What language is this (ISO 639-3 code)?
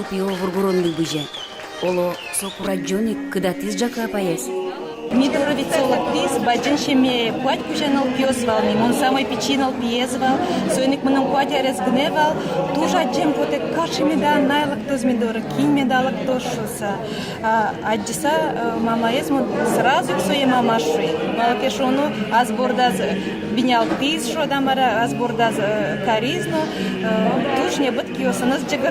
udm